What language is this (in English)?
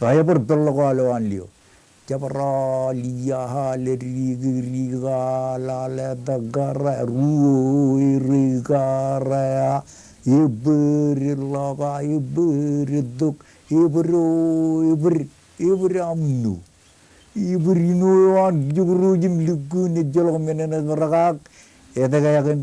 Marshallese